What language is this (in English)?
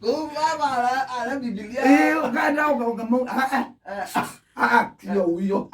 Kamba